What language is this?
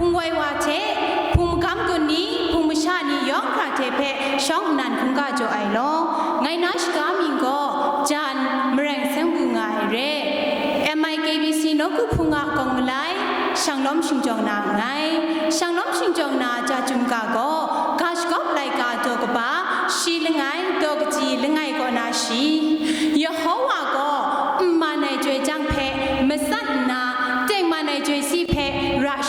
Kachin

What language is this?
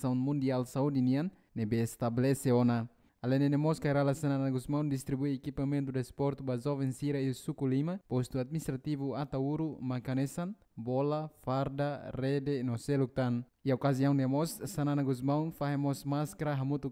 Tetum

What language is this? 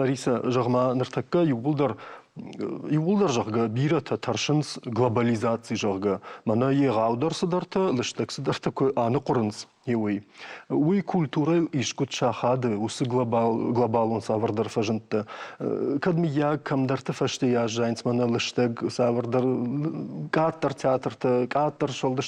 Ossetic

